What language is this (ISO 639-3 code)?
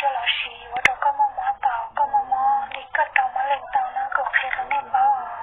hmn